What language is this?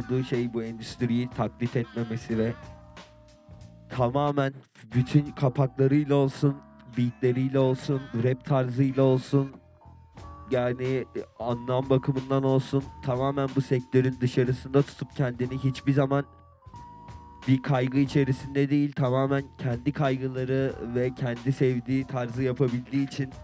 Turkish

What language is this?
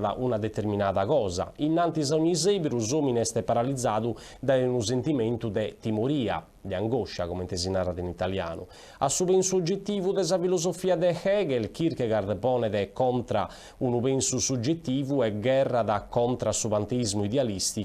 Sardinian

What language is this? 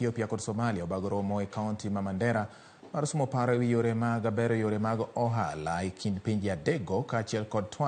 Luo (Kenya and Tanzania)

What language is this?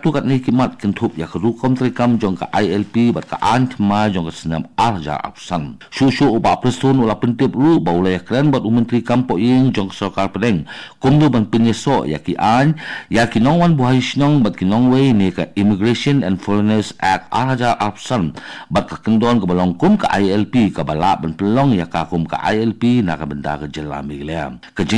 Khasi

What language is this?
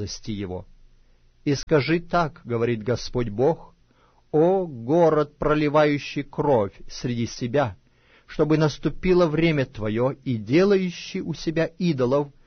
Russian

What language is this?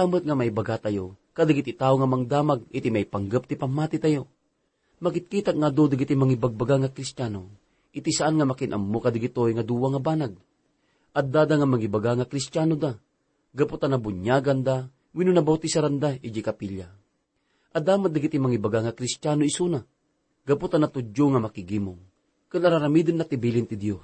Iloko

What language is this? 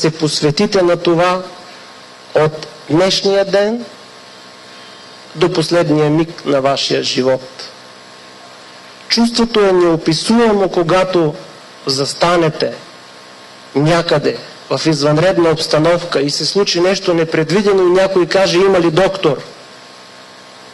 Bulgarian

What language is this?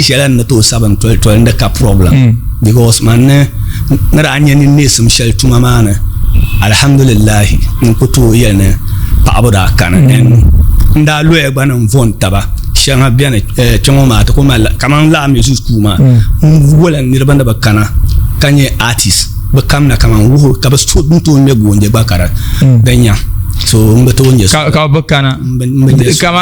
Dagbani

